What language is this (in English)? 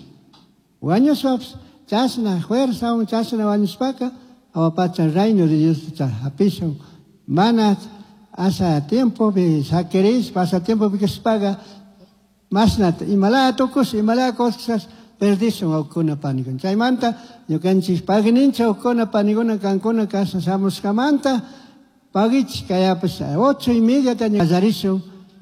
Chimborazo Highland Quichua